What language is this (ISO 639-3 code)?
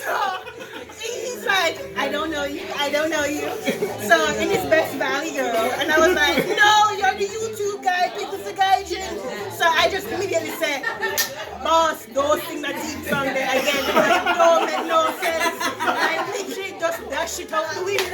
jam